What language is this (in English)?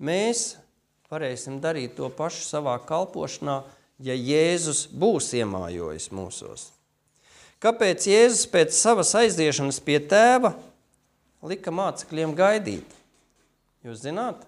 Latvian